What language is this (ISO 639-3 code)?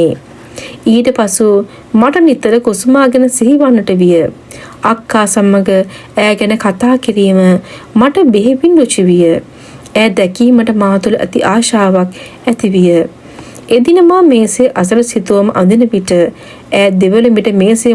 sin